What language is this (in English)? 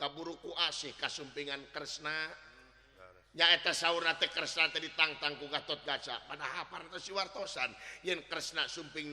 Sundanese